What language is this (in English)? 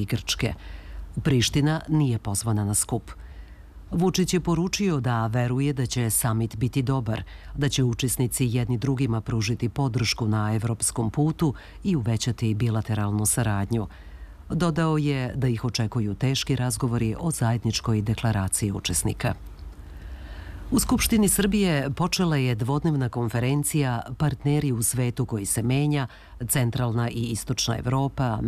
Serbian